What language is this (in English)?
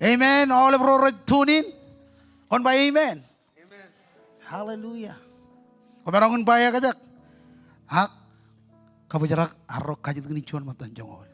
Marshallese